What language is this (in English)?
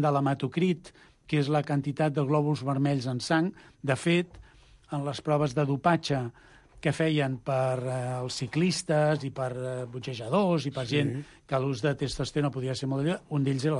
Catalan